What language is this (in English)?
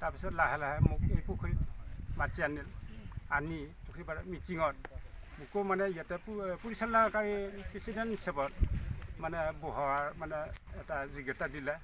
Assamese